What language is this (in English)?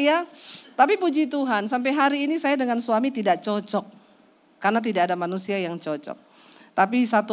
Indonesian